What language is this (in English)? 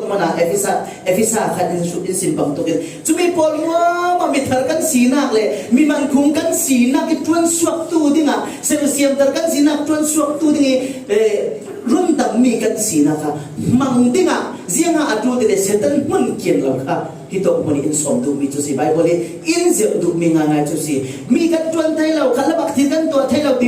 Falam Chin